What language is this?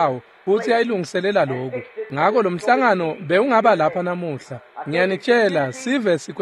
Swati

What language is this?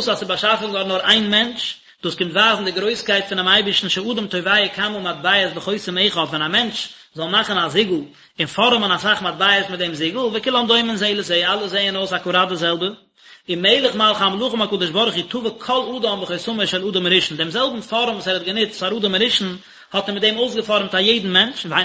Yiddish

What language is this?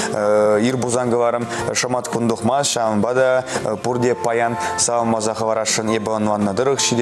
Chuvash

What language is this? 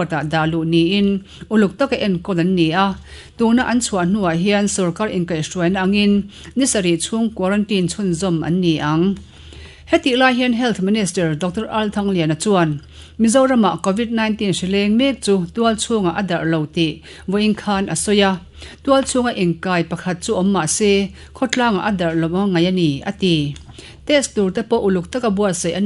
Mizo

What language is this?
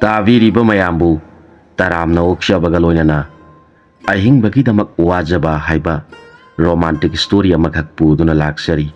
Manipuri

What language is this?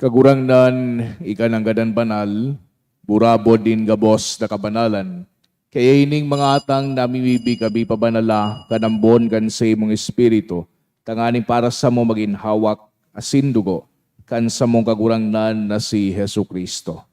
Bikol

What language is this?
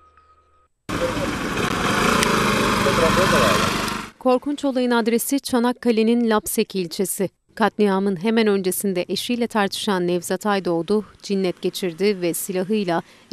Turkish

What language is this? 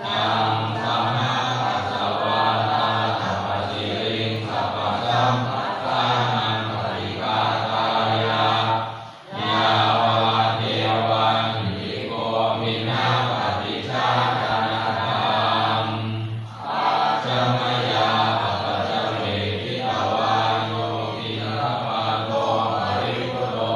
Pali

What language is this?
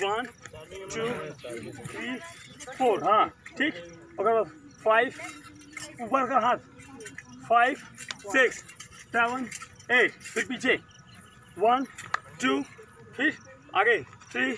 Chhattisgarhi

